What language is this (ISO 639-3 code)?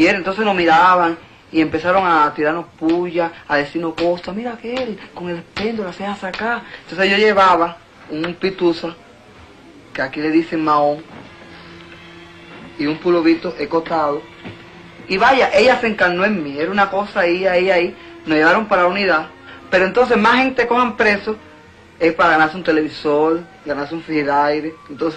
spa